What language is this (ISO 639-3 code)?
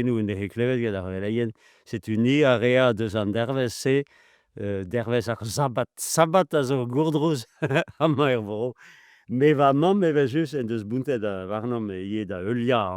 bre